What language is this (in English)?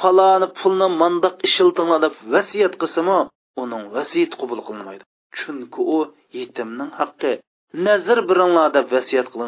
Uyghur